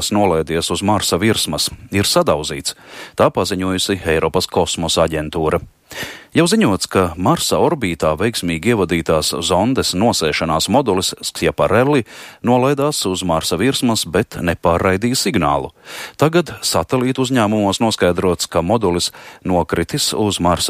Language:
Latvian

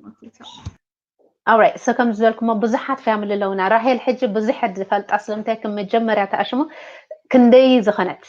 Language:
Tigrinya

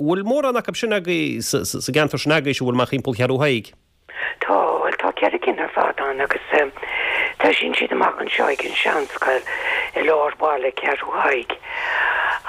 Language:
Irish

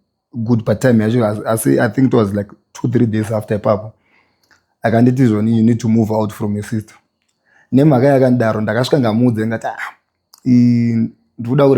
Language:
Shona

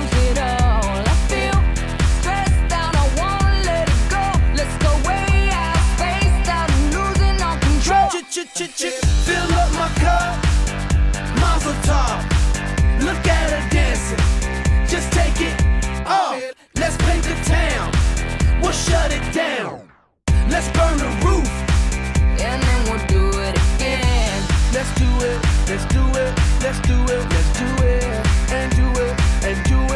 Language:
English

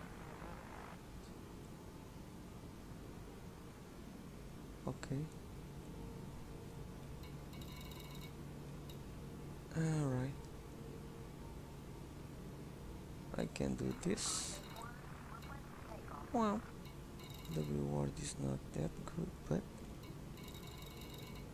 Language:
English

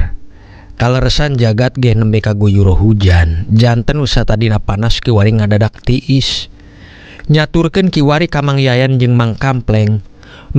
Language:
Sundanese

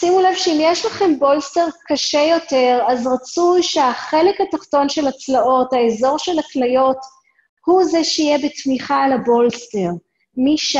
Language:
Hebrew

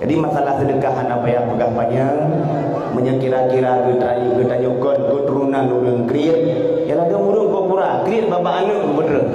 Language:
Achinese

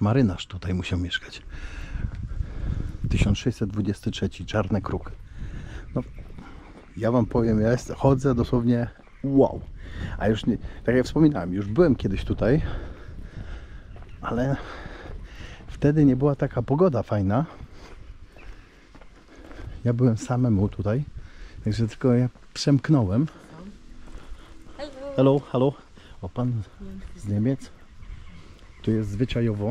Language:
Polish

